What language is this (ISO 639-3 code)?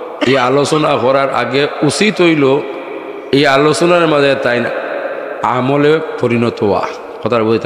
syl